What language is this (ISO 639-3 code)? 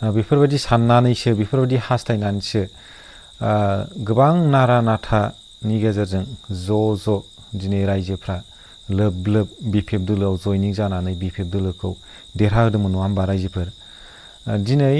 brx